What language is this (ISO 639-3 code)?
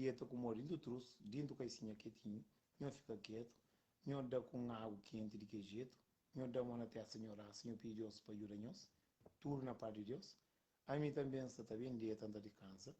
kea